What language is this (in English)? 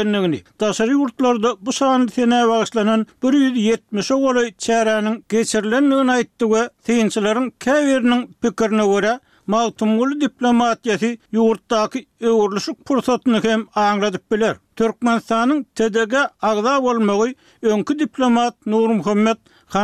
Turkmen